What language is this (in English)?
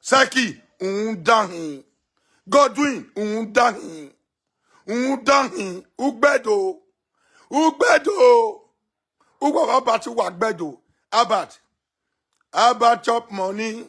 Nigerian Pidgin